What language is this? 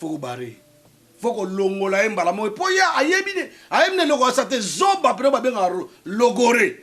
Lingala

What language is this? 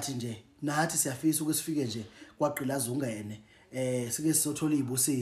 Zulu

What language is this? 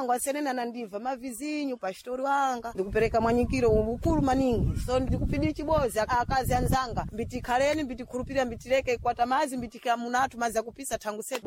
Sena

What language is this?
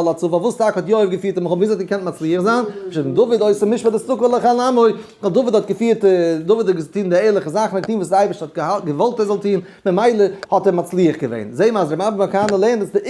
Yiddish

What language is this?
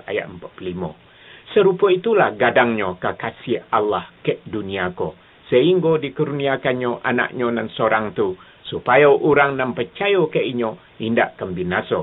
Minangkabau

